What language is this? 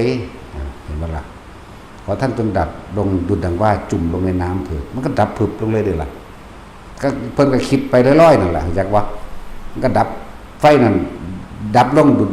Northeastern Thai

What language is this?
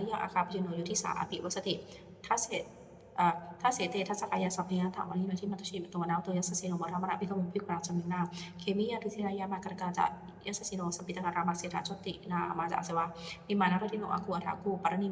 Pali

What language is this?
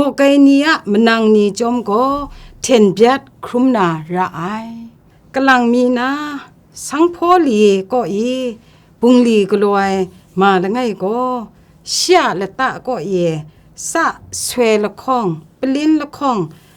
Kachin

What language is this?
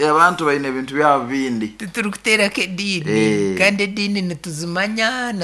Nyankole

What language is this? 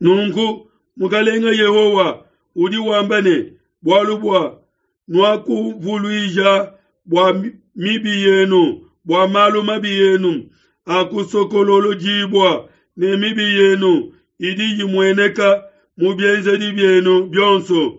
Luba-Lulua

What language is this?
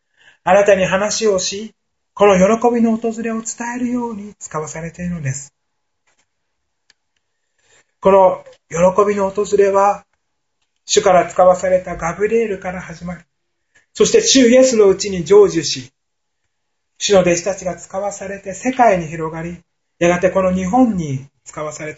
Japanese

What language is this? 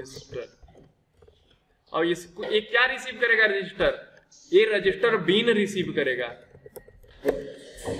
Hindi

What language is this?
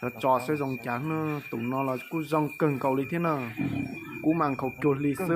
Hmong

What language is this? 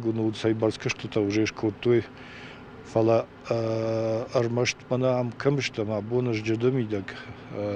Ossetic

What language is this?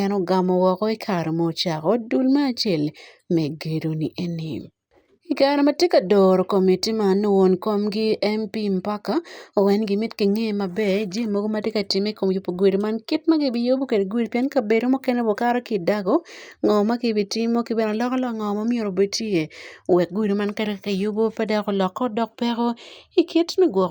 Acoli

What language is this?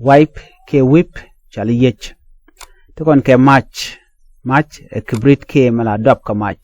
Nuer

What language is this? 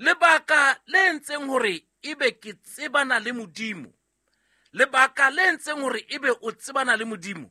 Southern Sotho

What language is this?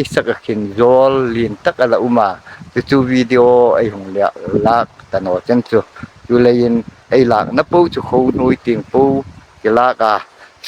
Hmar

